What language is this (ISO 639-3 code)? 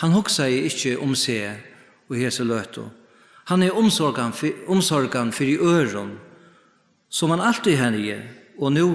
fao